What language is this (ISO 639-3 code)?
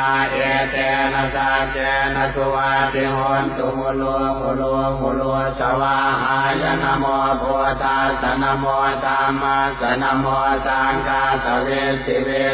pli